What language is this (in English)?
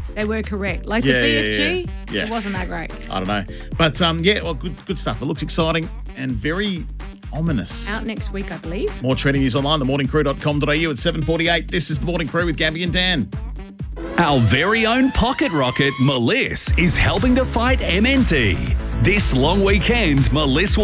English